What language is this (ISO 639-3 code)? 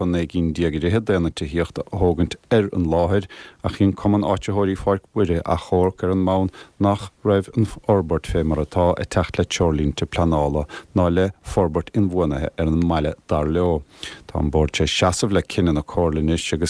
gle